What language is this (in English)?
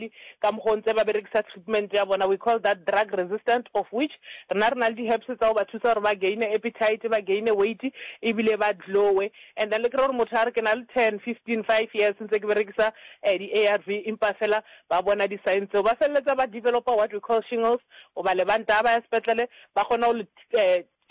Northern Sotho